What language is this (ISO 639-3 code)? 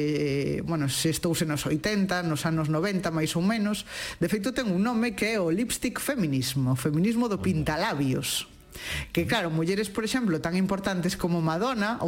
glg